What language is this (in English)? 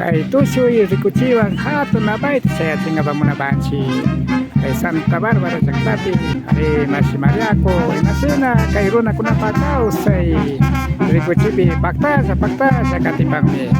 Imbabura Highland Quichua